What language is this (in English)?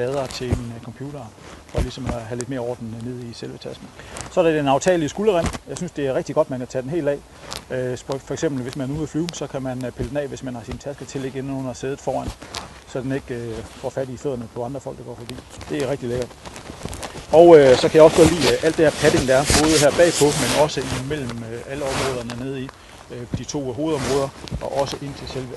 Danish